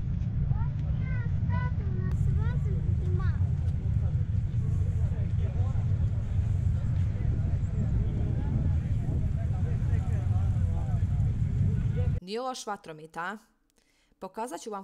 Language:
Croatian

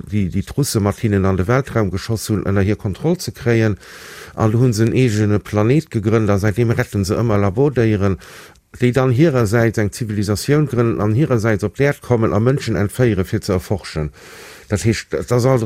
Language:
Luxembourgish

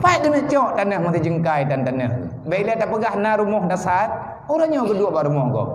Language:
Achinese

